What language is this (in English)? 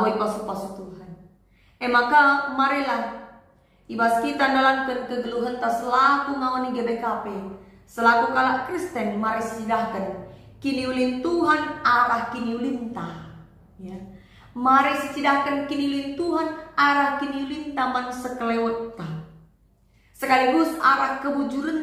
Batak Karo